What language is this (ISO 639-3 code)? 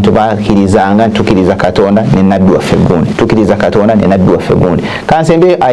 lug